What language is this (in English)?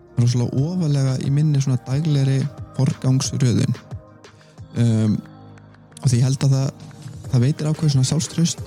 Icelandic